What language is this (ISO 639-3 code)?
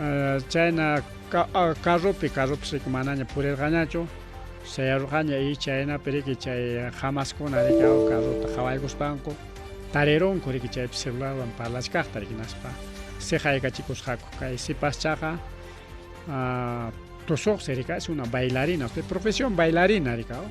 quy